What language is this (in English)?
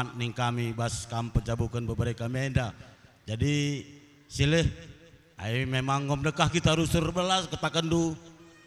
Batak Karo